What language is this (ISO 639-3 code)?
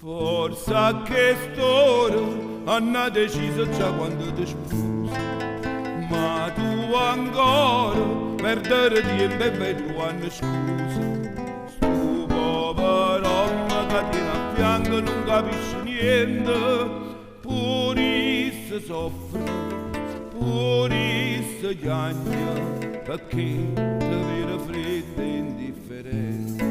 nap